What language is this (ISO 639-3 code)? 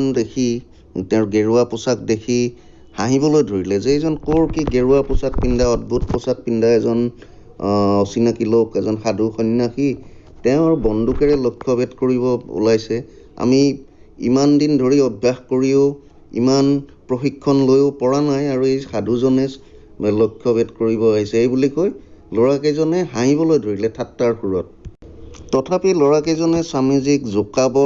asm